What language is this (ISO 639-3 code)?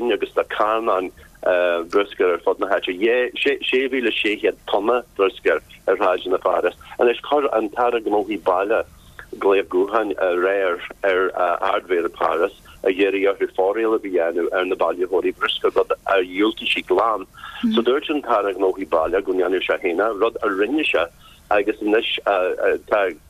gle